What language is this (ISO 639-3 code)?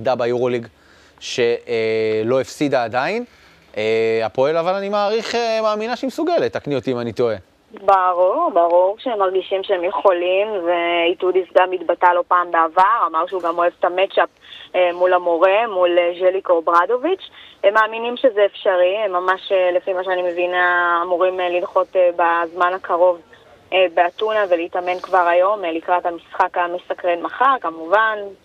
heb